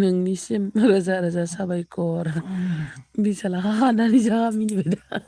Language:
Bodo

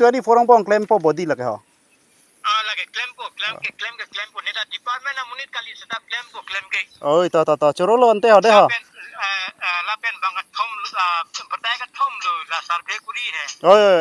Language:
Karbi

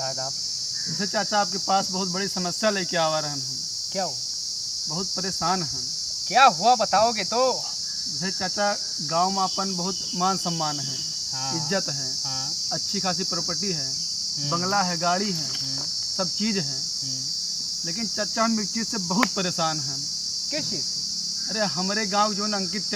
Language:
Awadhi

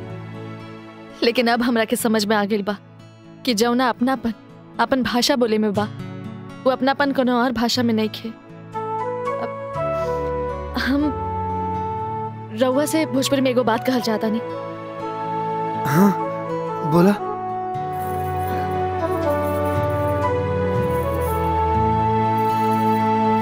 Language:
Bhojpuri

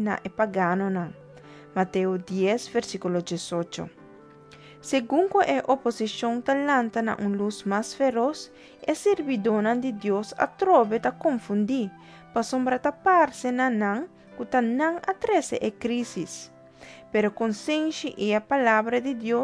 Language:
Papiamento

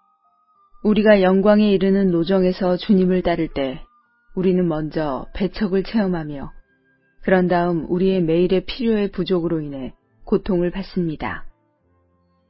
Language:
Korean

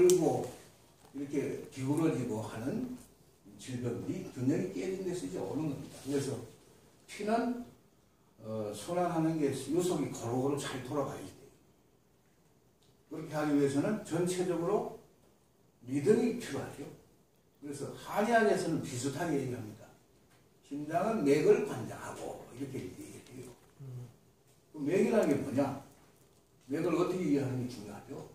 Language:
Korean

